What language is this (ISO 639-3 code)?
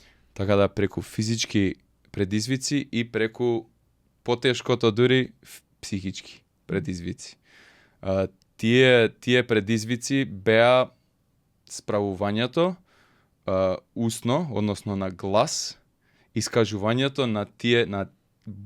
mkd